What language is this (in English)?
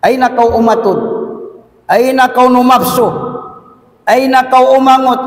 Tausug